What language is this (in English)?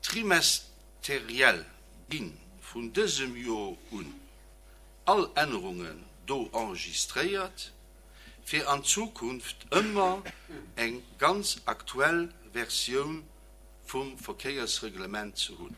Luxembourgish